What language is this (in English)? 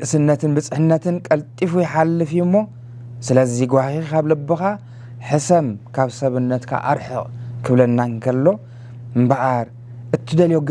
Tigrinya